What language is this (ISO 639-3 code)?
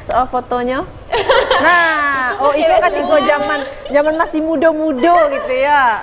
min